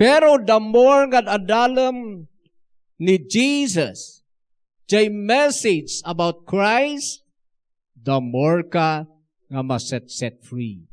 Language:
Iloko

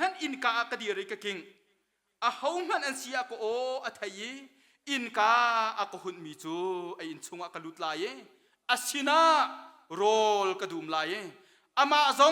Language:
Hakha Chin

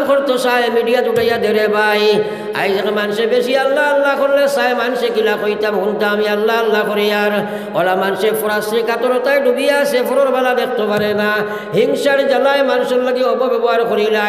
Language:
Sylheti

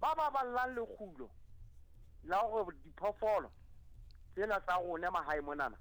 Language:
Southern Sotho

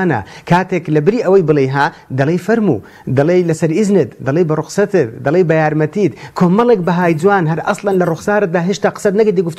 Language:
Central Kurdish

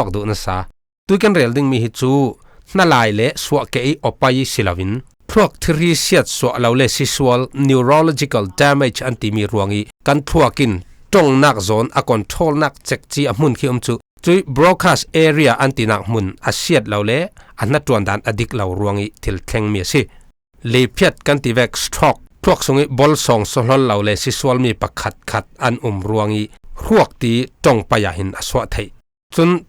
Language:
Falam Chin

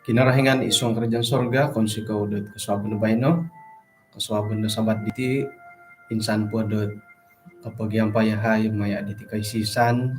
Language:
Central Dusun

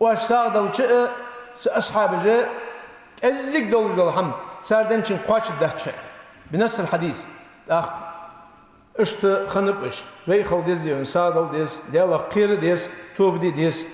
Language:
Ingush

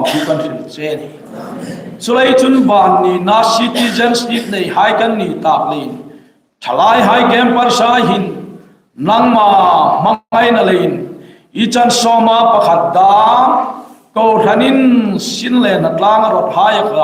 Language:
Hmar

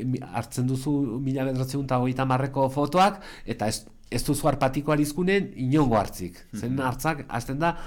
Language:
Basque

